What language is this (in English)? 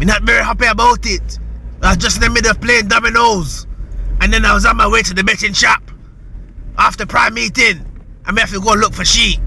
Jamaican Creole English